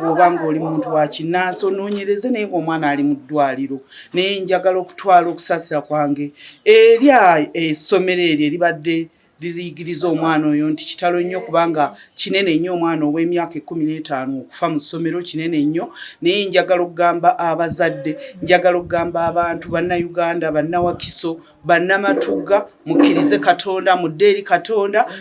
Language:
Ganda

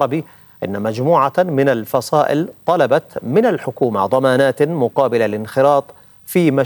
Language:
Arabic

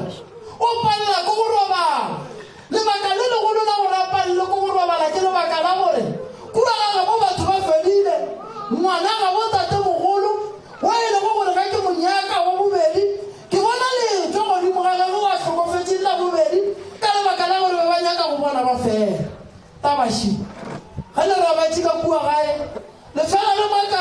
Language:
Northern Sotho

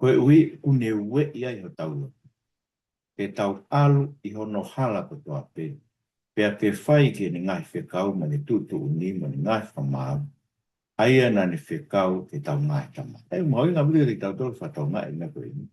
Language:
Tongan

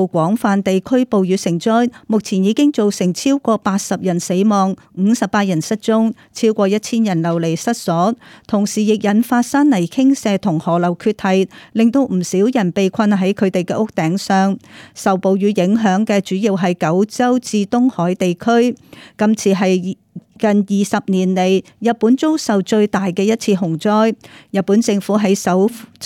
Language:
Cantonese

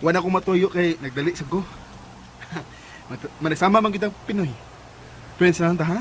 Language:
Cebuano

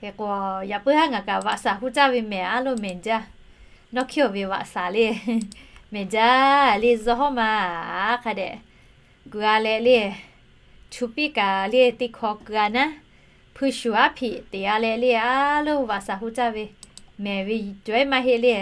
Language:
Lahu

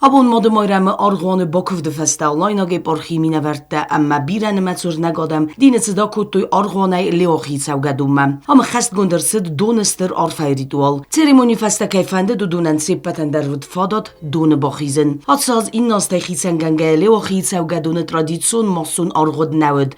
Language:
Ossetic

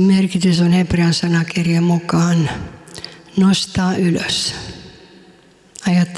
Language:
Finnish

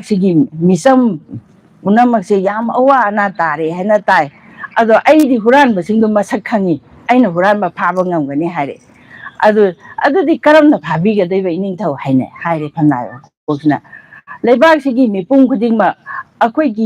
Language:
Manipuri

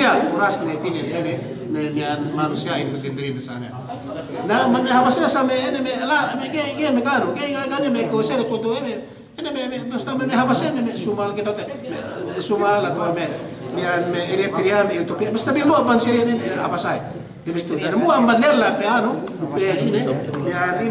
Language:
Yakan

